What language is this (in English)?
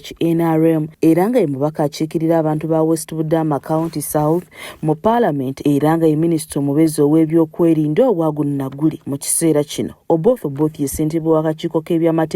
Ganda